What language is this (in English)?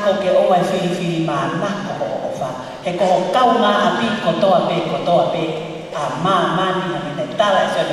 Tongan